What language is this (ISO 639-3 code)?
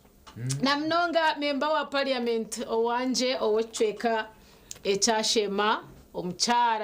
nyn